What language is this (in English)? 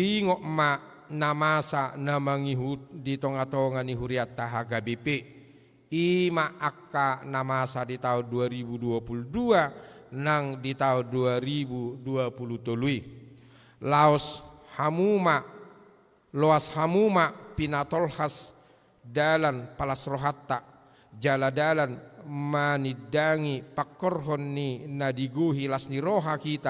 Batak Toba